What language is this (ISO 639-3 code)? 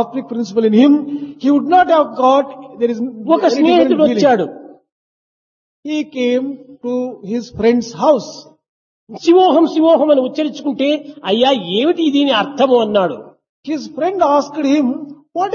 tel